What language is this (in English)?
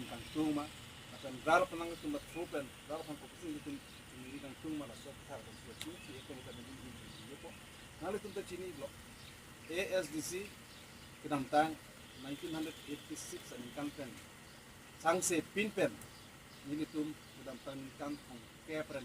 Karbi